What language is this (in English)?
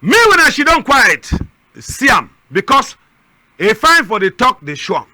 Cameroon Pidgin